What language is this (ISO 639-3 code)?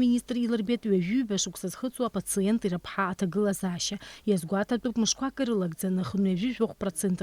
abk